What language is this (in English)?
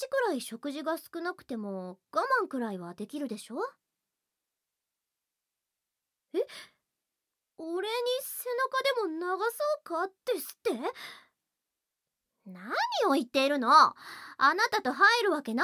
Japanese